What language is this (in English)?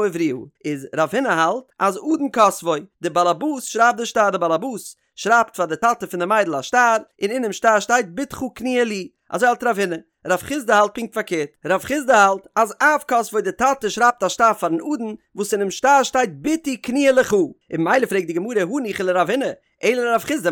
Yiddish